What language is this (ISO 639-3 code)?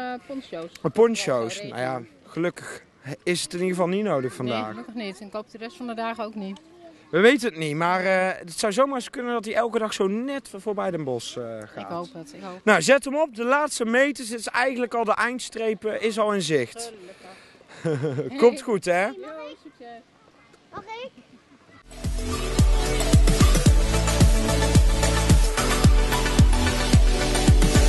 nld